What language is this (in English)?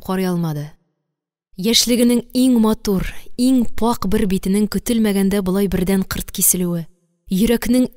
Tatar